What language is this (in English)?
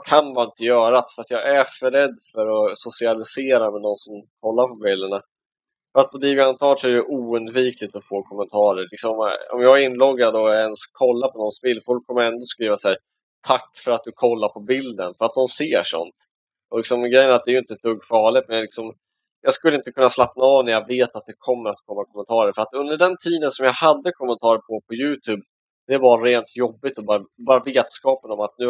Swedish